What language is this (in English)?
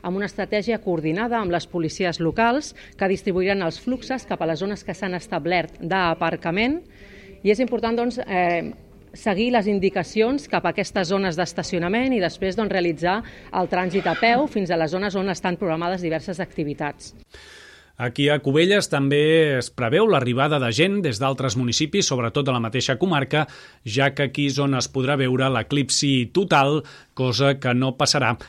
Catalan